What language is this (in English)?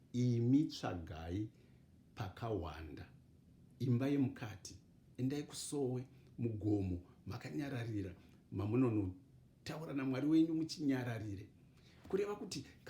Shona